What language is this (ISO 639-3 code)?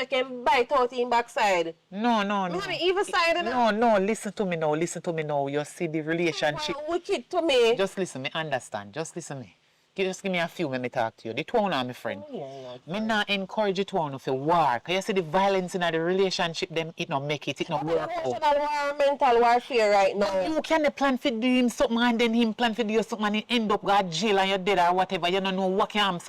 jam